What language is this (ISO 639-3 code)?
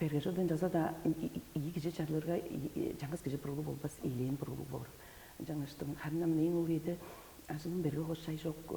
tyv